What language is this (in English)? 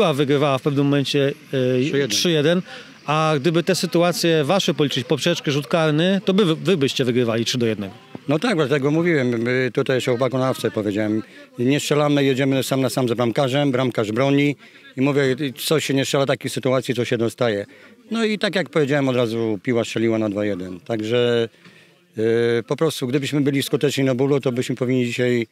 Polish